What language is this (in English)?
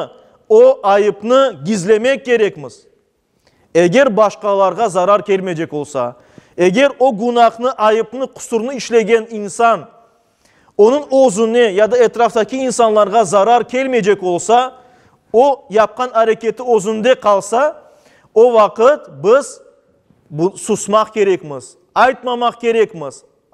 Crimean Tatar